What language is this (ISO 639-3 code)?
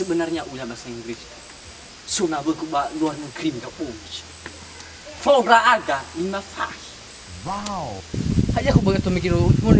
nia